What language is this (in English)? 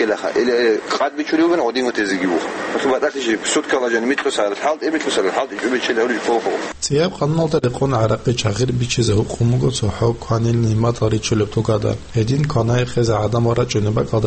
Avaric